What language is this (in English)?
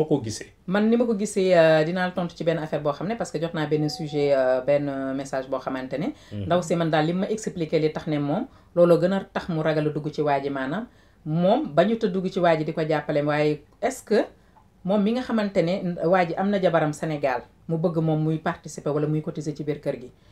Wolof